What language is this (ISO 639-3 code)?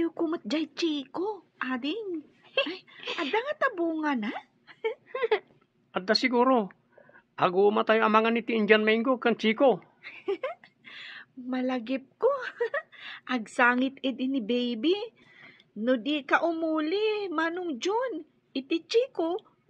ilo